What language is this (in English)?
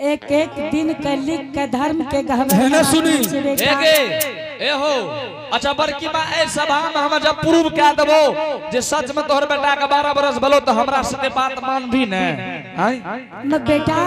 Angika